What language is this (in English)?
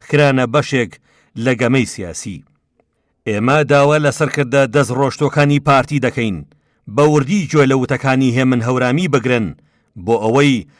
Central Kurdish